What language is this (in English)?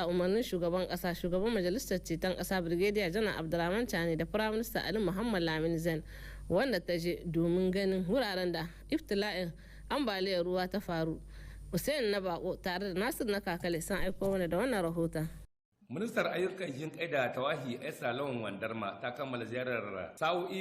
Hausa